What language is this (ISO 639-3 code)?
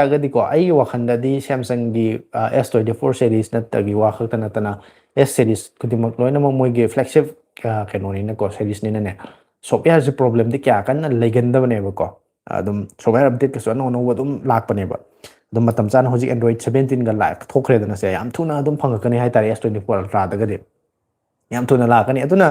mni